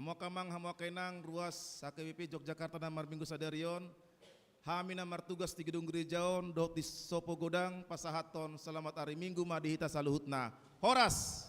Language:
Batak Toba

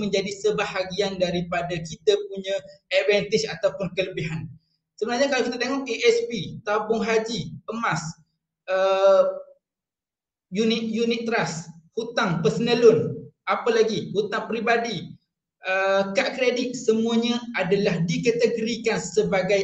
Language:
Malay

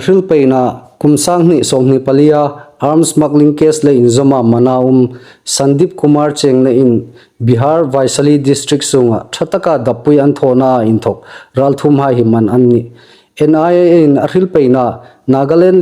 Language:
Hmar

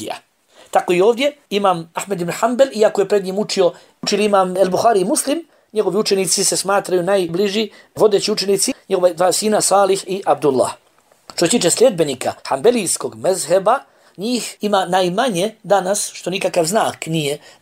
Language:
Bosnian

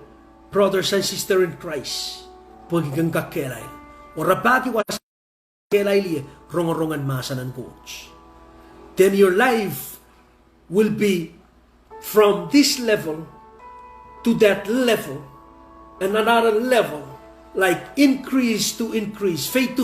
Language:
Pohnpeian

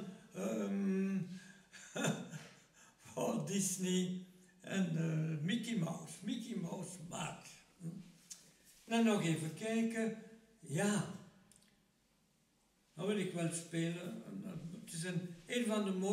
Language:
Dutch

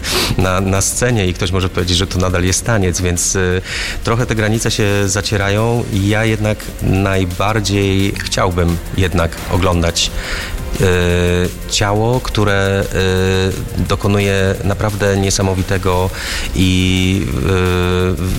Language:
Polish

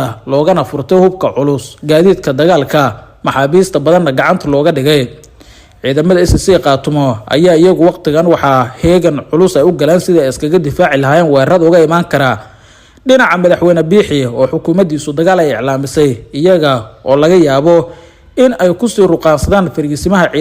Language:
Somali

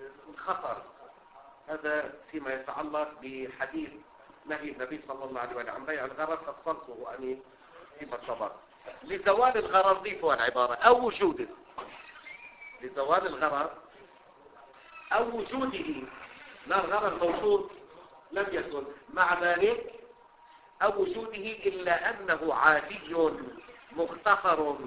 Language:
Arabic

